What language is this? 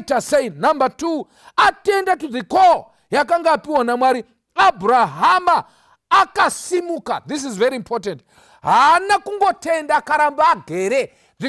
Shona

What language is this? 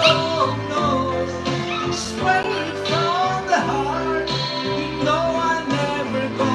Pangasinan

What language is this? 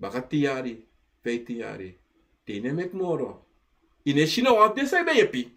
Sranan Tongo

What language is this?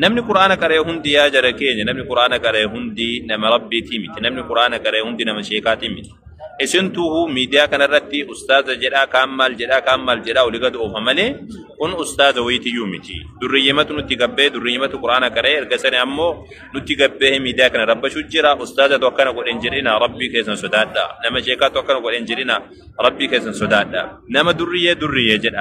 Oromo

